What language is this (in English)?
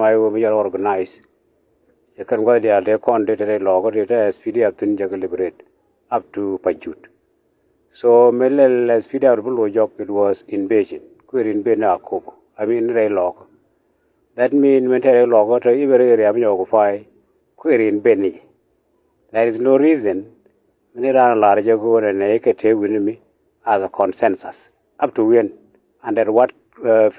Nuer